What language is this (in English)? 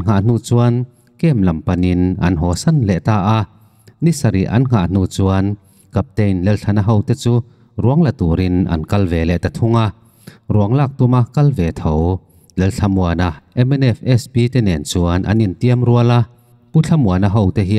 Mizo